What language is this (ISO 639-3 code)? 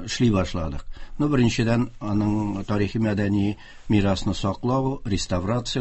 tat